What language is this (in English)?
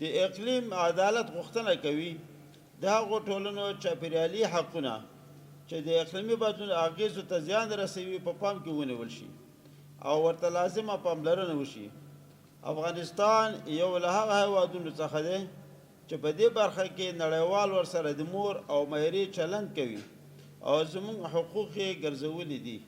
Pashto